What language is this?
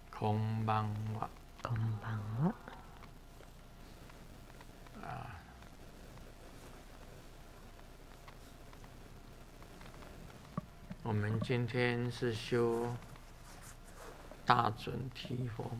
Chinese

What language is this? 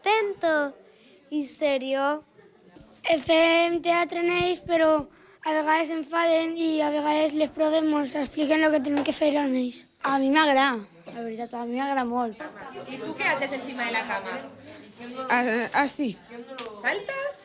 Catalan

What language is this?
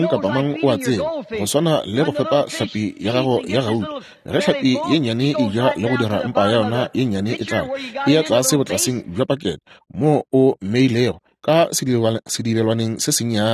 Northern Sotho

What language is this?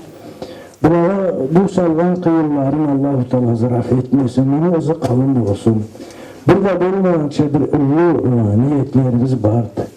Karachay-Balkar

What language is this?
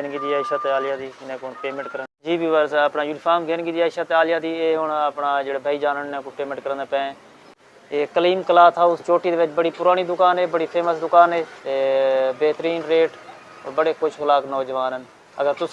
Saraiki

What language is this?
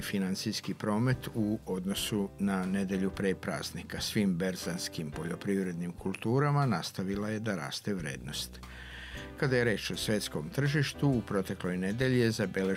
Serbian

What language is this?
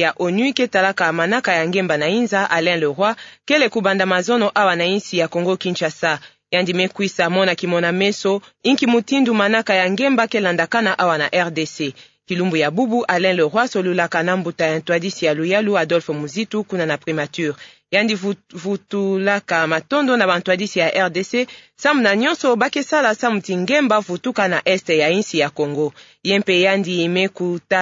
Kituba (Democratic Republic of Congo)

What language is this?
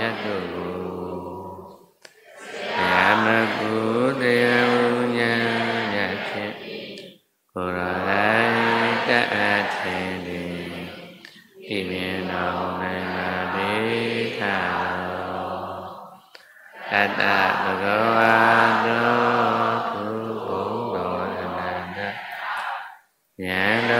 Burmese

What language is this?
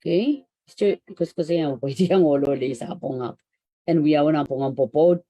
Pohnpeian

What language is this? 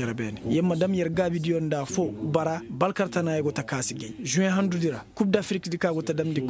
Koyraboro Senni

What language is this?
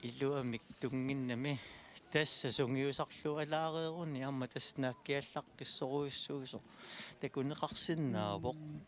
Kalaallisut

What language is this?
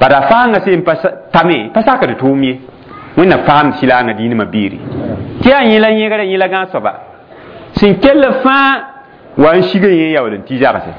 Mossi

